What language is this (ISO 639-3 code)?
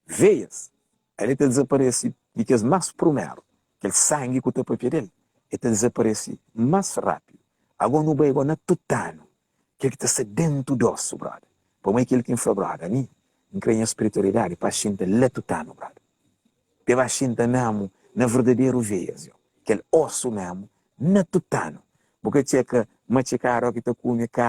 kea